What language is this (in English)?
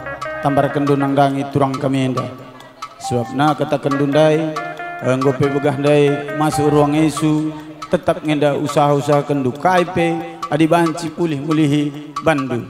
Batak Karo